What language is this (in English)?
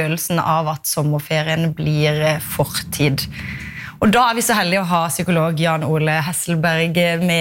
Norwegian